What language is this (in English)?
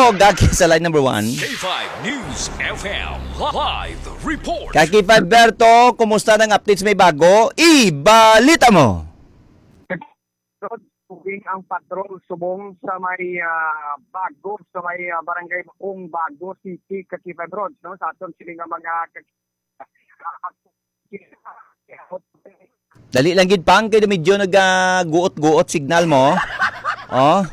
Hiligaynon